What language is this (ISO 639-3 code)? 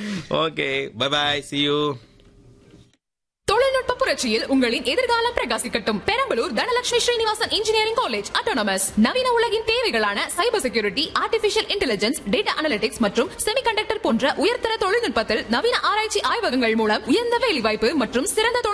tam